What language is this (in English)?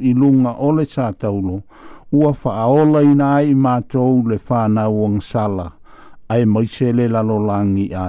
Samoan